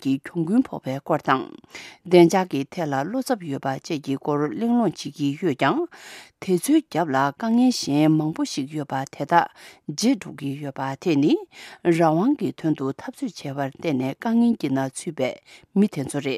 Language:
Tibetan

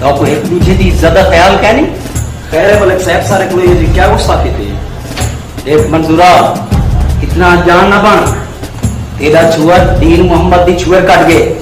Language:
Saraiki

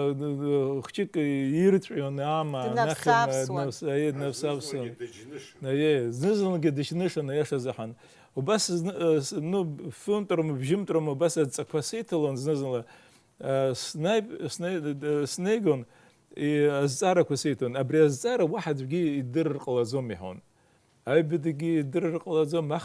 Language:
Abkhazian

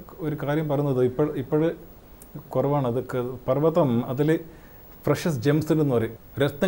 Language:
Malayalam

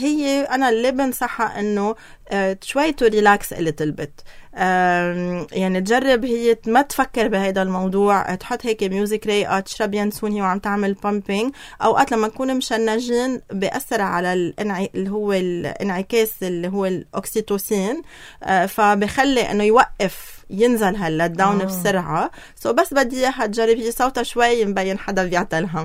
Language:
North Levantine Arabic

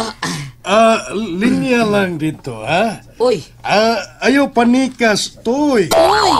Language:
Cebuano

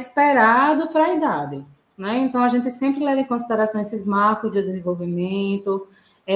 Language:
Portuguese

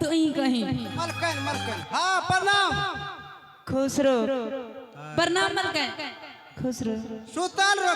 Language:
Maithili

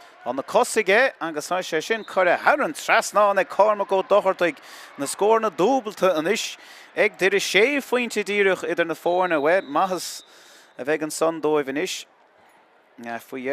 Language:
Irish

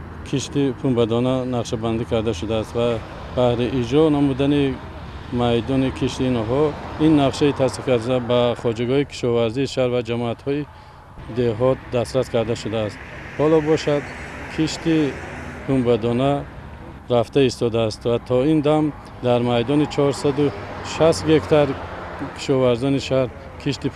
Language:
Tajik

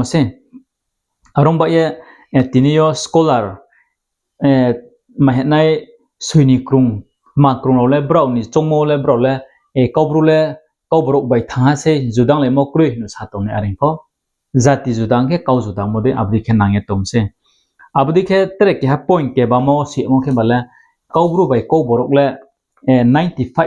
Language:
Riang (India)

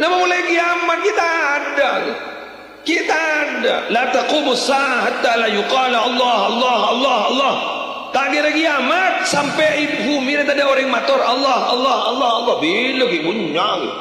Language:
Madurese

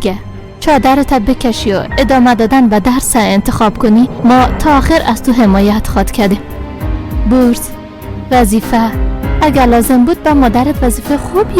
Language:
Persian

